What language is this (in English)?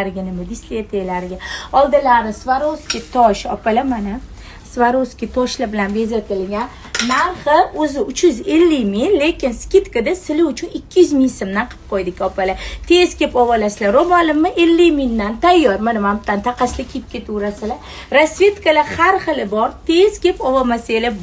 Uzbek